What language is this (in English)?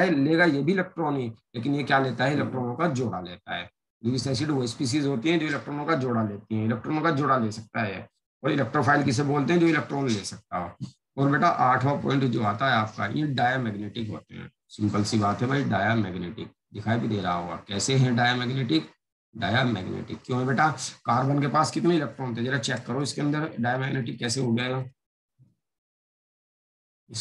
Hindi